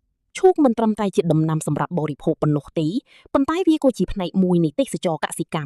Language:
Khmer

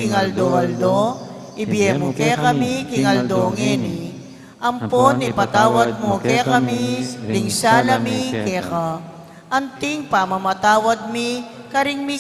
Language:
Pampanga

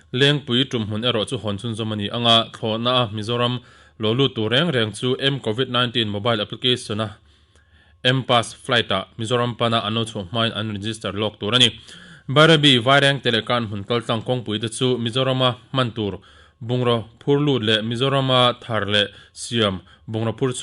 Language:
Mizo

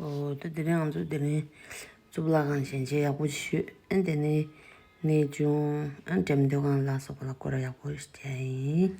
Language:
Tibetan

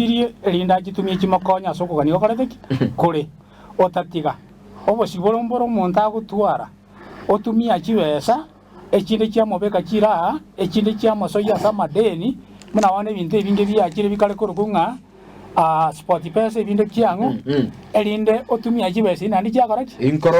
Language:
Gusii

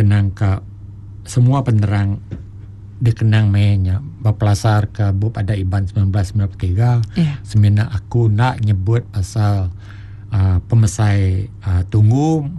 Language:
Iban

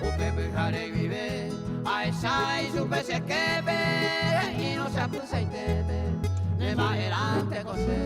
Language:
Guarani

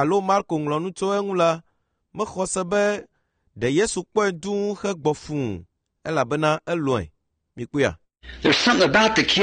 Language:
Ewe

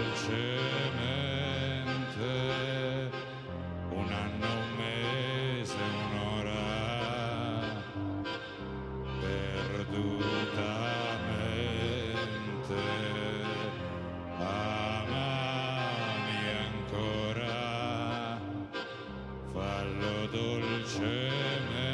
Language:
Italian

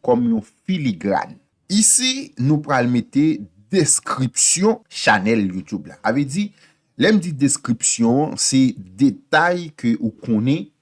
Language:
Haitian Creole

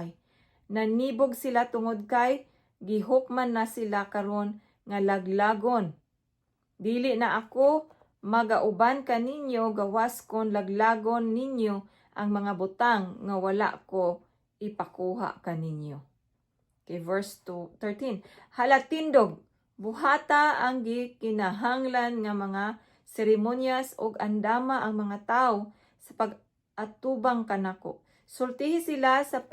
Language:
Cebuano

